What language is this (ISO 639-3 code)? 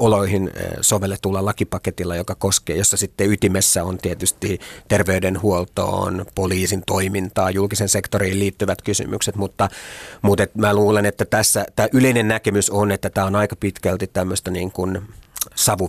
fin